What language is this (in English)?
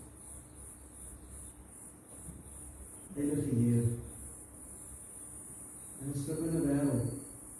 Afrikaans